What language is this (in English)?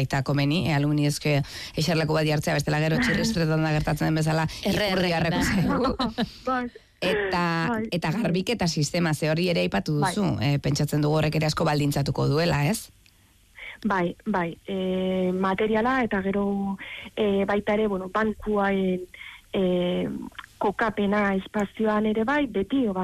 Basque